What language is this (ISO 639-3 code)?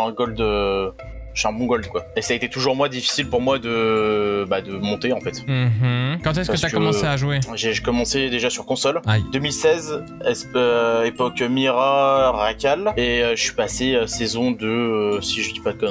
fra